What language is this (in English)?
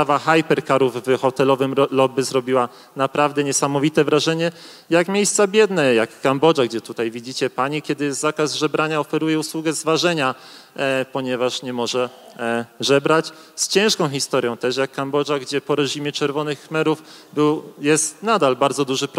Polish